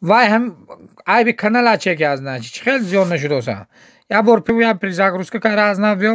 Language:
Tajik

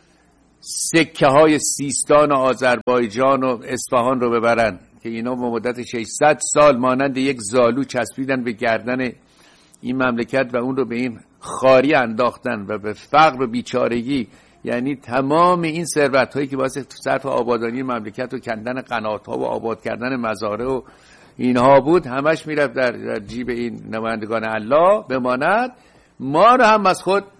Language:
Persian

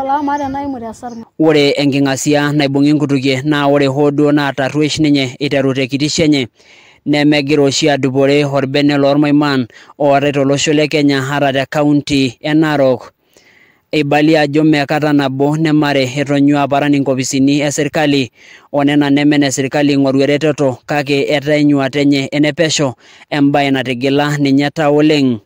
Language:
Masai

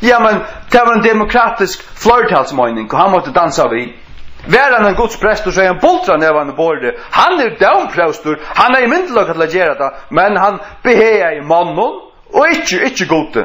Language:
Faroese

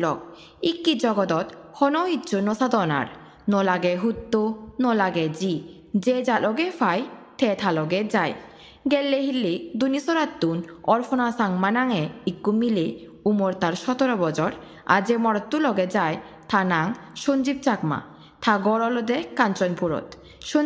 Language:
Chakma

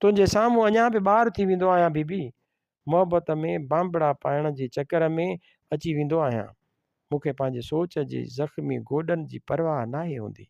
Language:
Sindhi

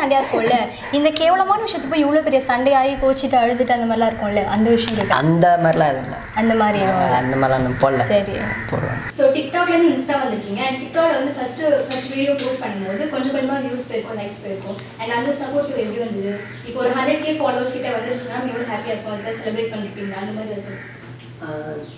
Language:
Tamil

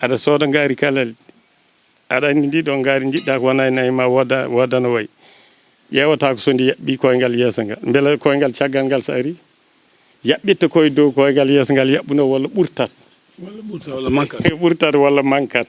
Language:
Fula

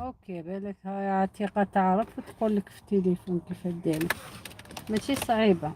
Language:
Algerian Arabic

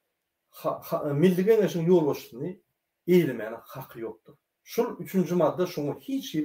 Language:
Turkmen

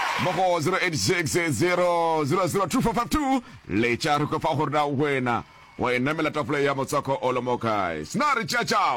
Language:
Northern Sotho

